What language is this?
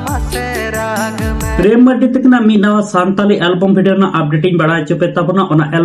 Santali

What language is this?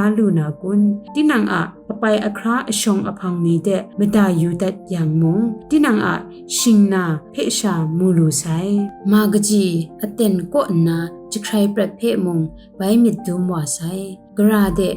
Kachin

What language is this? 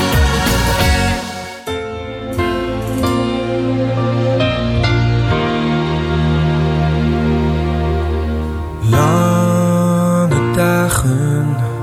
Dutch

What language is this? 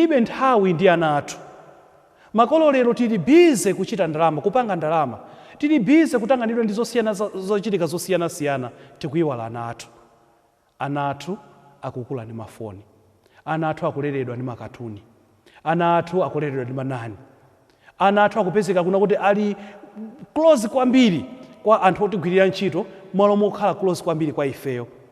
Nyanja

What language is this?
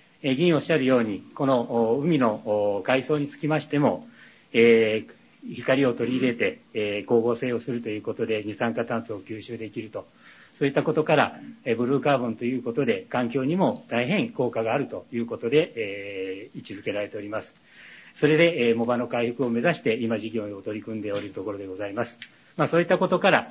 Japanese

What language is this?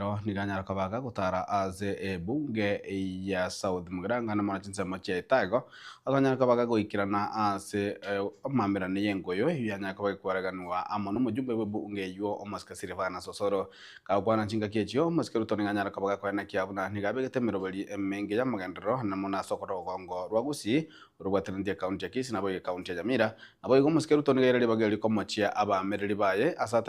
Gusii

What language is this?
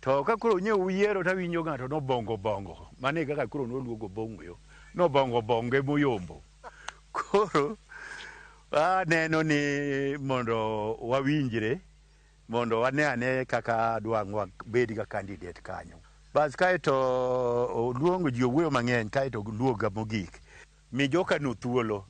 Luo (Kenya and Tanzania)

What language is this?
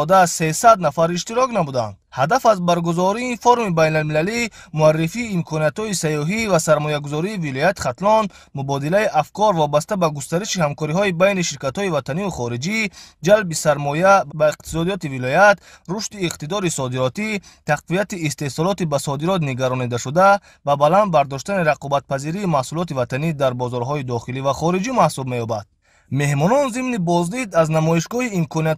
Tajik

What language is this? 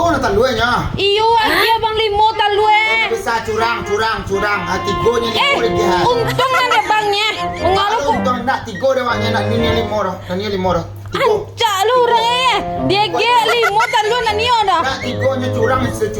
Minangkabau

